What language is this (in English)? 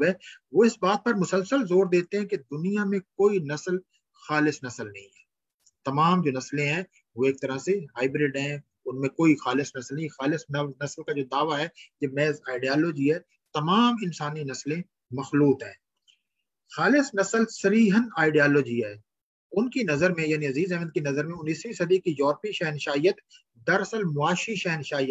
Urdu